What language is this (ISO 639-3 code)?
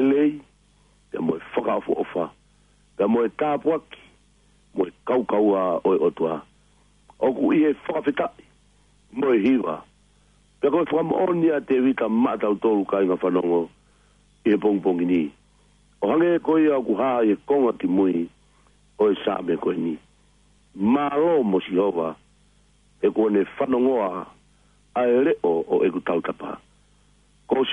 ton